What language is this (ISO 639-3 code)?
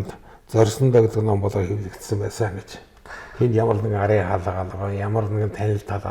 mon